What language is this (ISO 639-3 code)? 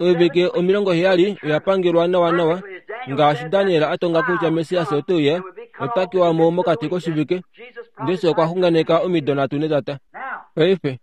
kua